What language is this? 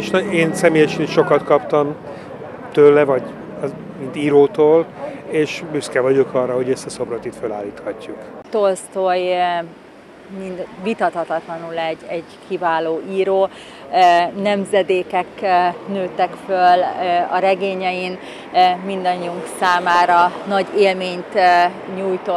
Hungarian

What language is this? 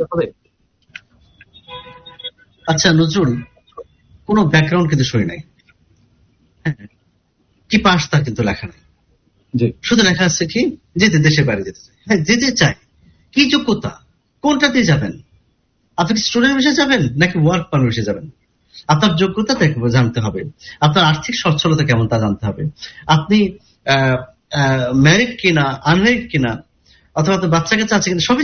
Bangla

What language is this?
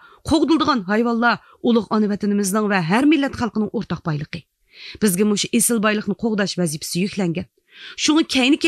Uyghur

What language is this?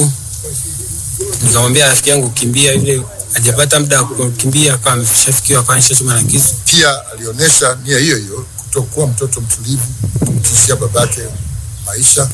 Swahili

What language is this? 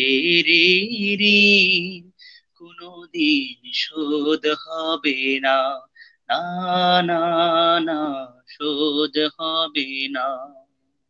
Bangla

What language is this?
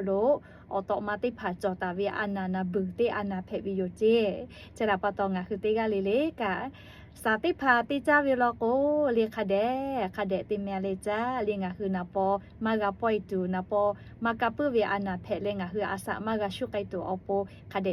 Lahu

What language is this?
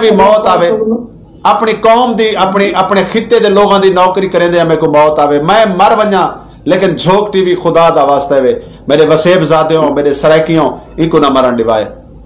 Saraiki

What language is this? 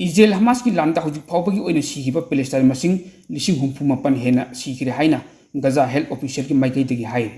Manipuri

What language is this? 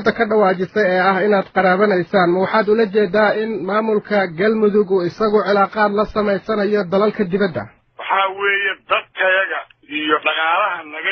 Somali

